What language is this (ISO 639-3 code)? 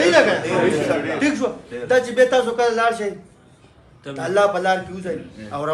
pus